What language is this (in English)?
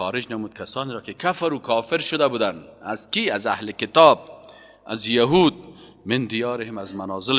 Persian